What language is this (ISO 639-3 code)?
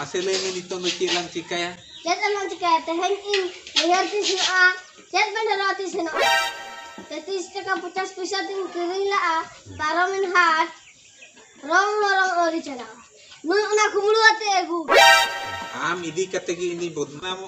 sat